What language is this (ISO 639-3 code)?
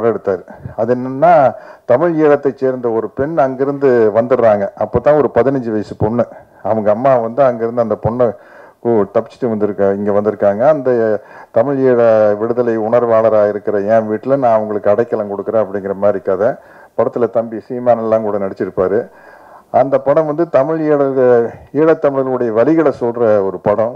tam